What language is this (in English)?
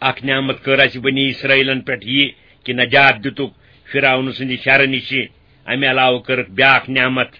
Kashmiri